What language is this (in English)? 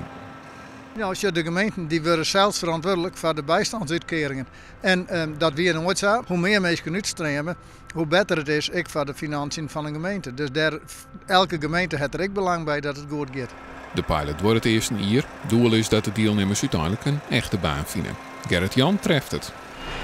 Western Frisian